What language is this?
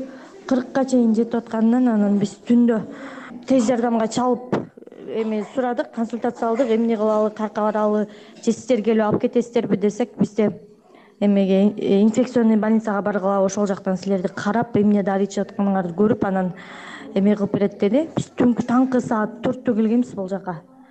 Kyrgyz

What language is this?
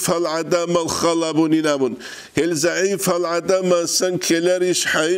Avaric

